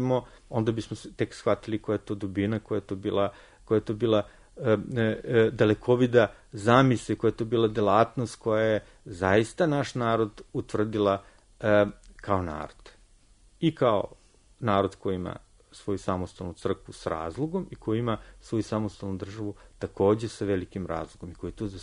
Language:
Serbian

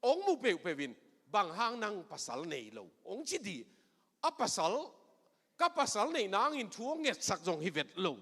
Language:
Tedim Chin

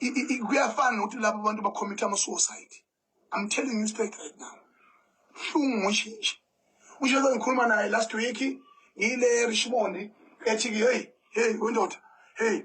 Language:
Zulu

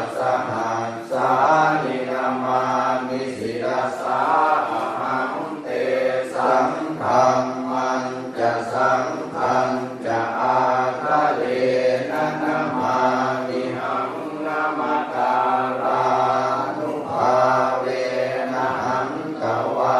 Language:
Pali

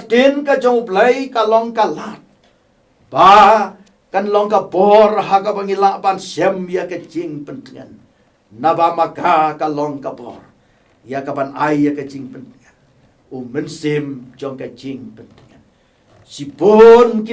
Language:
Khasi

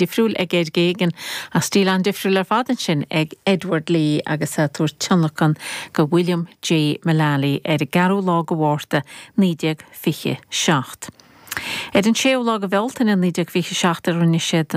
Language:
Irish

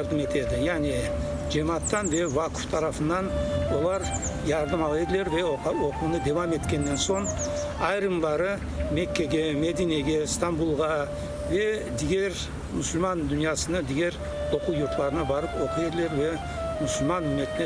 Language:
Crimean Tatar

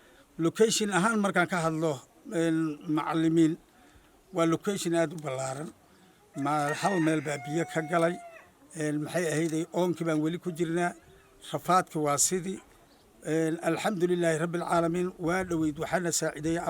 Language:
Somali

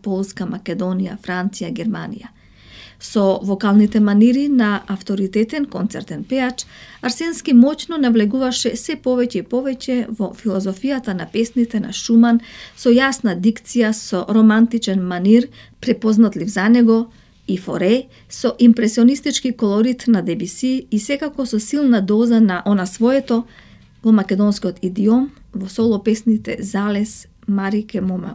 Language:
Macedonian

